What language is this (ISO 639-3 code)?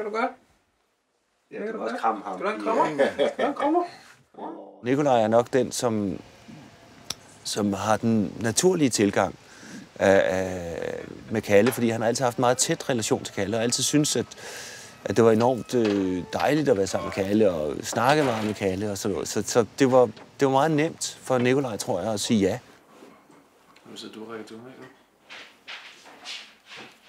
dan